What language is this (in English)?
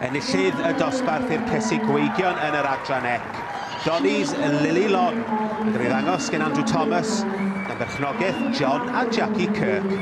Welsh